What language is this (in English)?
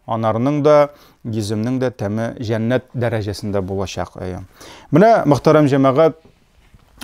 Tatar